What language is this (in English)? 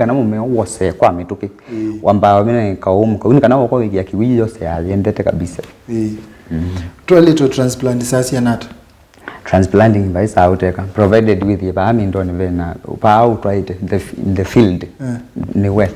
Kamba